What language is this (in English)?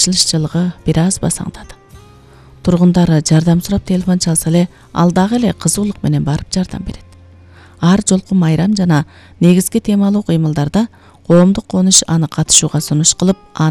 Kyrgyz